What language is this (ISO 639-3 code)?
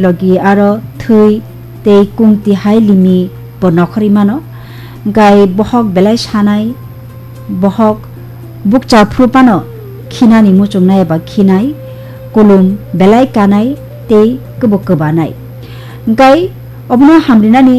trp